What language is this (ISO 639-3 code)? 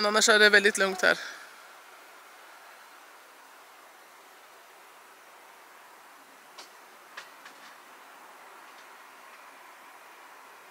swe